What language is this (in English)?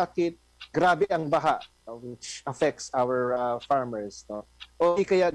Filipino